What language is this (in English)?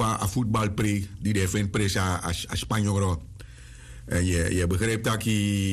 Sranan Tongo